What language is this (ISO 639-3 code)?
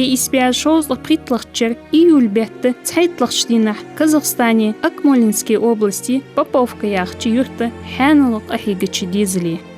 inh